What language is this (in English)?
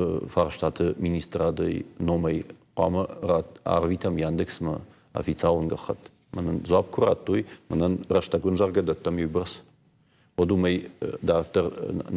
Ossetic